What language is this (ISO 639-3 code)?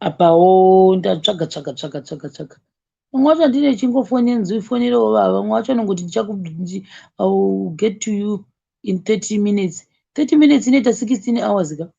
sna